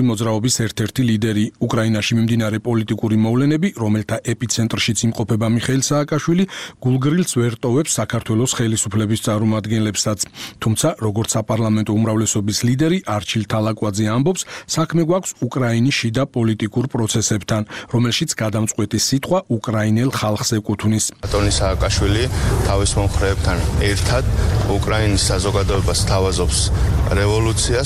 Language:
Georgian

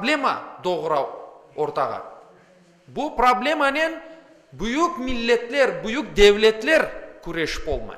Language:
Crimean Tatar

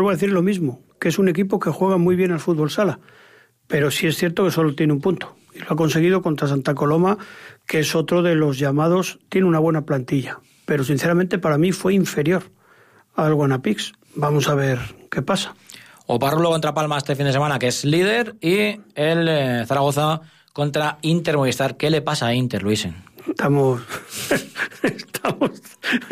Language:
Spanish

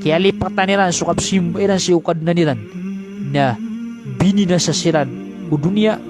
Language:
Maranao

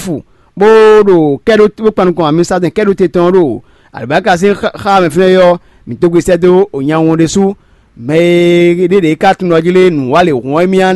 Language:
Fon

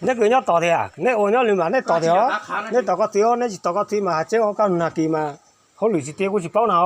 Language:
Hmong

